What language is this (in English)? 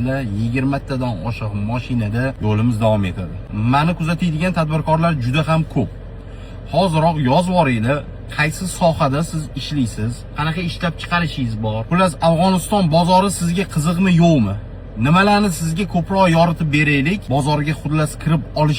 Uzbek